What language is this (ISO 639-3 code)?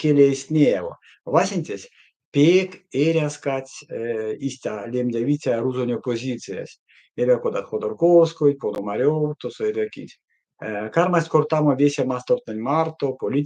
myv